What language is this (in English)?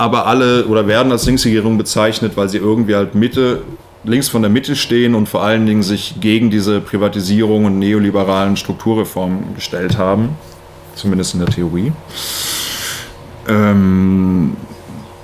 German